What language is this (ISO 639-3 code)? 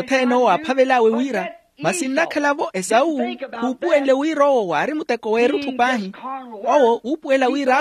vmw